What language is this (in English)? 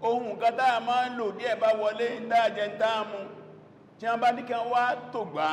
Yoruba